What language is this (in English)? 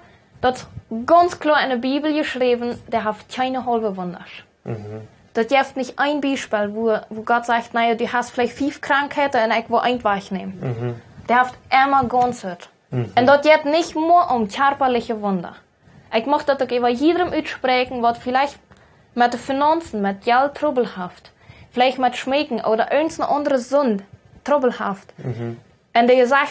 Plautdietsch